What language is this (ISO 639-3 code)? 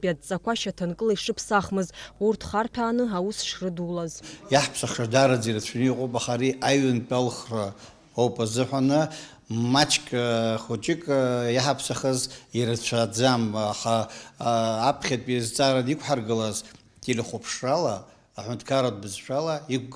abk